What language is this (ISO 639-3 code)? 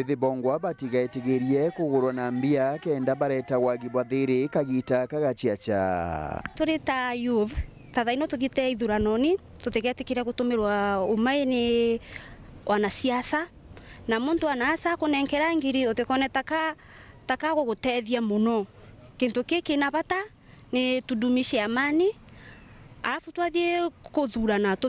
mer